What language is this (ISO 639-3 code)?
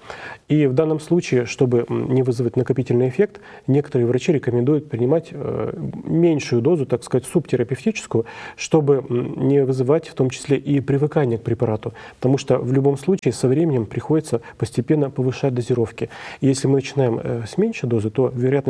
rus